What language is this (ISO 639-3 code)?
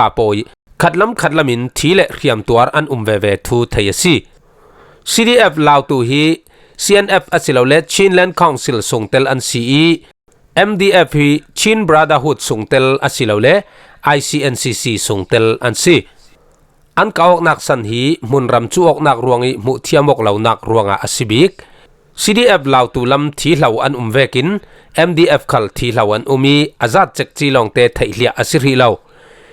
cfm